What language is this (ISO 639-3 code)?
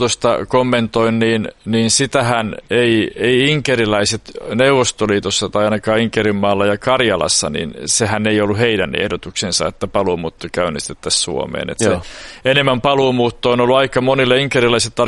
fin